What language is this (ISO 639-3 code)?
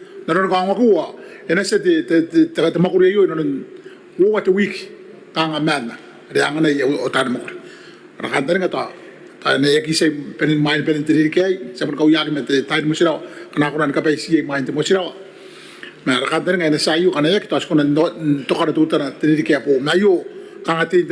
gil